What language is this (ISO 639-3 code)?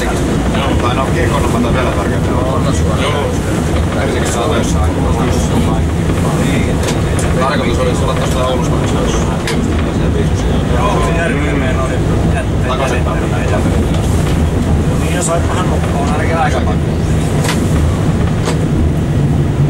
fin